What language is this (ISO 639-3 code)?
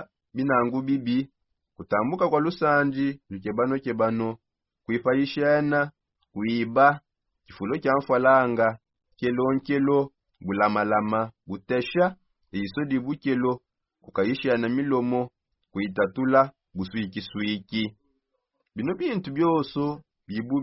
sop